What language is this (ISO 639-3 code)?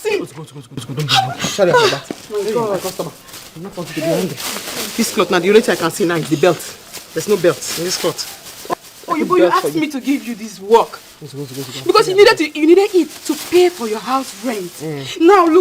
pcm